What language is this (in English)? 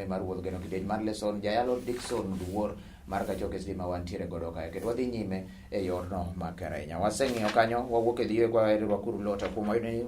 Luo (Kenya and Tanzania)